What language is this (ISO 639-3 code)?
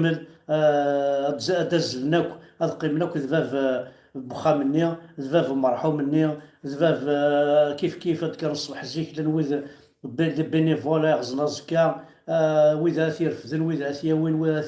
kab